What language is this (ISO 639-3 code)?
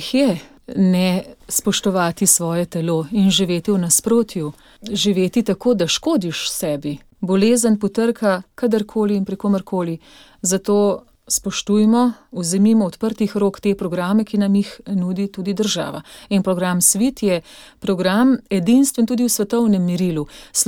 slv